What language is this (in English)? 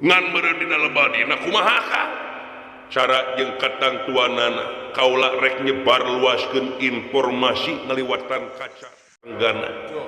Sundanese